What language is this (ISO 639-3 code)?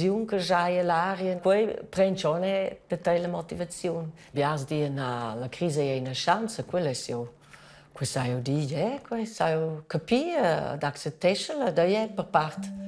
roh